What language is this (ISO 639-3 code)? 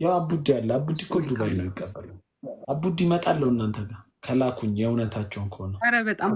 amh